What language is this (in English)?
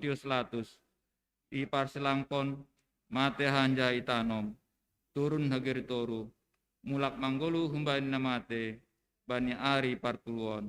Batak Simalungun